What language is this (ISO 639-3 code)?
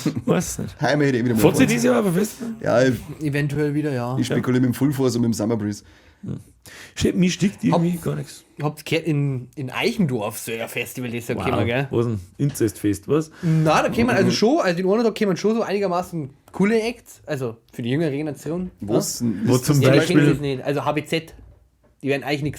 bar